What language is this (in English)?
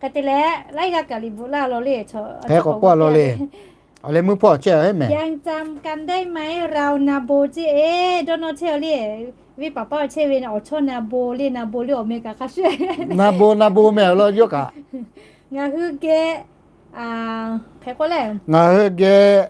Lahu